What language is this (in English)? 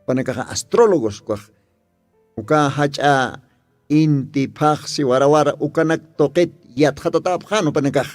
Aymara